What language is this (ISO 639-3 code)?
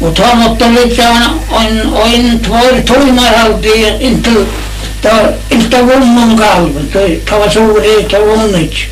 fao